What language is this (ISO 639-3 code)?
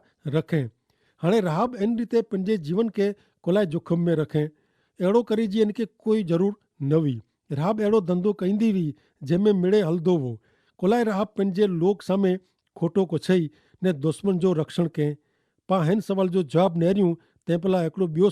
kfr